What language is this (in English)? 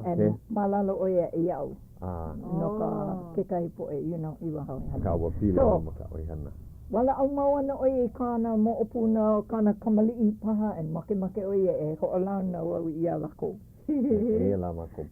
Hawaiian